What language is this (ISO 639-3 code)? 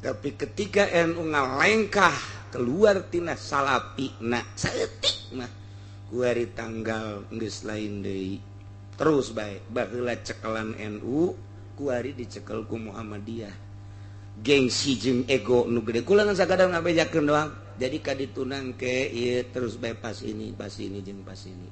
sun